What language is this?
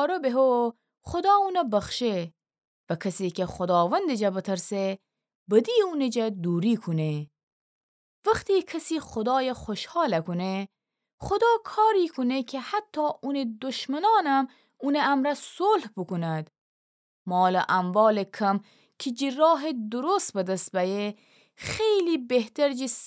Gilaki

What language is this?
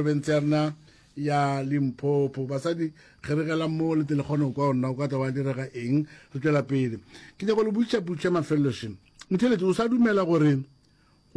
Northern Sotho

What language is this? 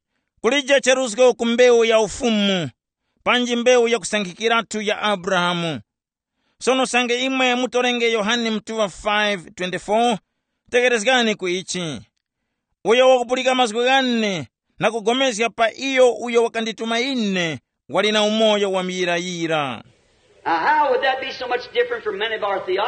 Tumbuka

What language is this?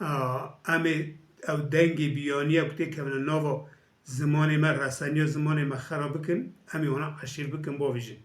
Kurdish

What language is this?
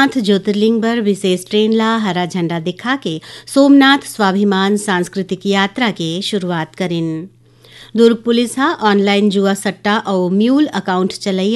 Chhattisgarhi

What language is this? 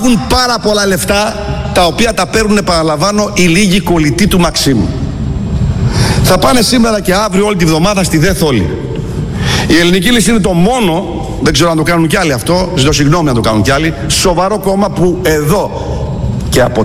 Greek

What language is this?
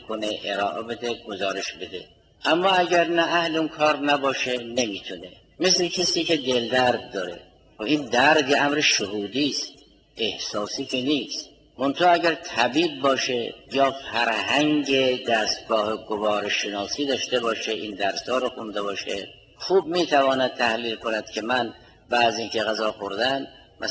Persian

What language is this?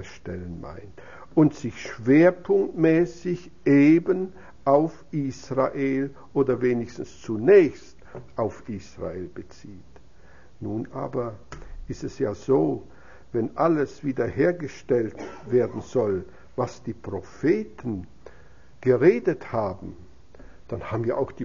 German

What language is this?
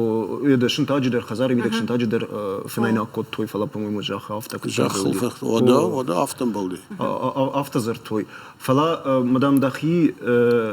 Ossetic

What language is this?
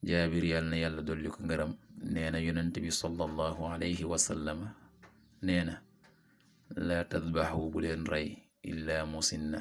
Wolof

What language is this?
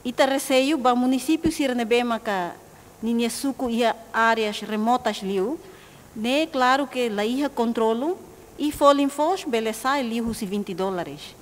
Tetum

